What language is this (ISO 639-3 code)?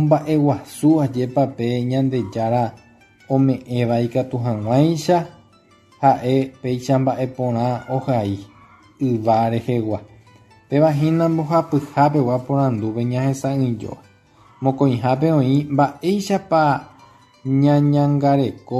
grn